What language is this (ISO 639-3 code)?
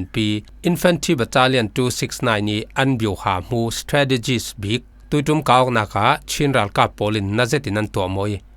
cfm